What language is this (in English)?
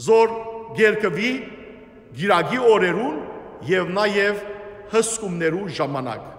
Western Armenian